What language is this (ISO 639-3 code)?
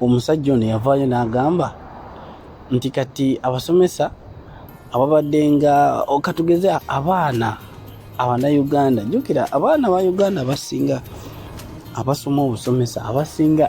lug